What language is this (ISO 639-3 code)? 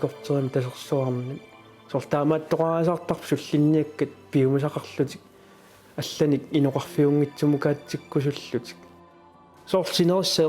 kal